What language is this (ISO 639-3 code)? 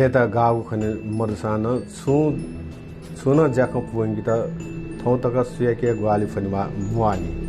new